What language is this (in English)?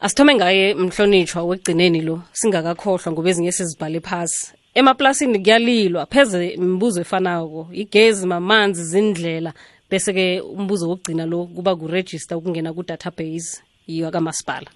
South Ndebele